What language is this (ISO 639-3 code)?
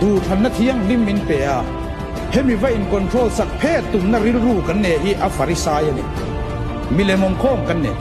lus